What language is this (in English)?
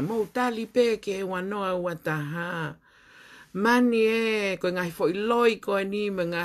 Tongan